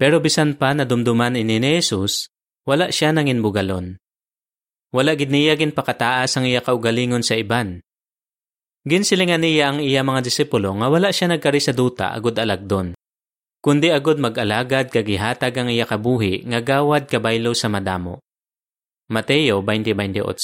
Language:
Hiligaynon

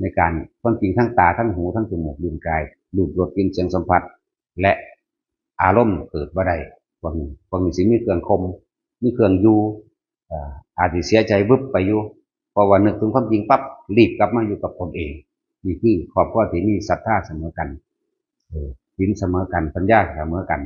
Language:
Northeastern Thai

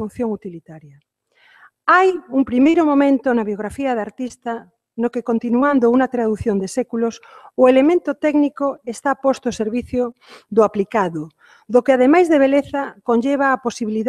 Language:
Galician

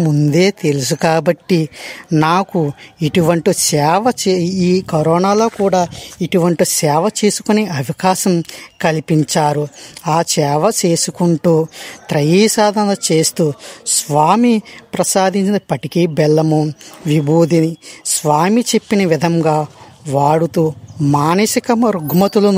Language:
Telugu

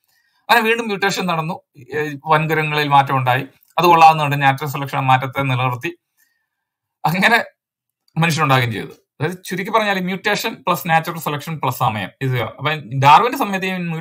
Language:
Malayalam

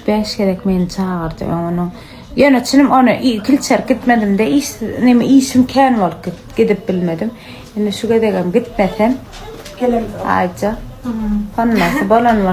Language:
Turkmen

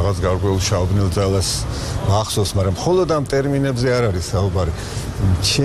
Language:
Georgian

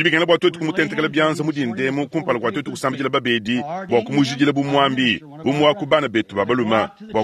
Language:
Luba-Lulua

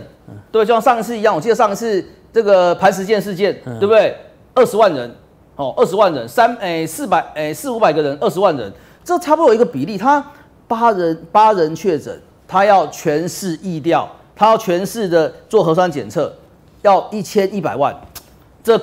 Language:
Chinese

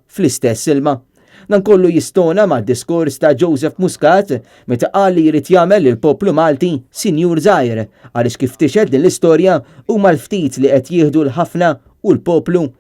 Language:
Maltese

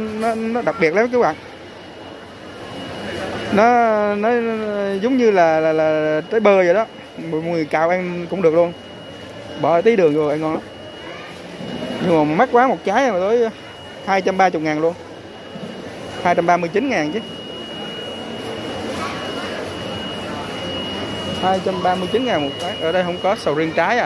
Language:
Vietnamese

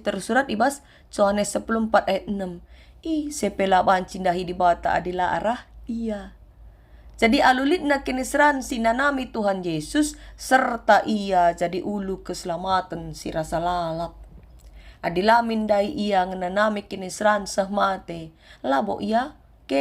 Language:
Batak Karo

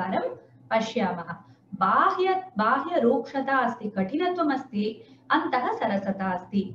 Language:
Sanskrit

